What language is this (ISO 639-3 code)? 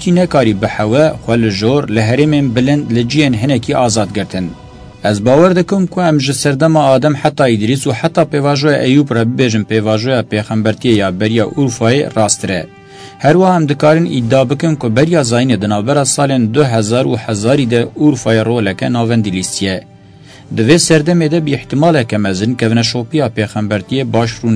kur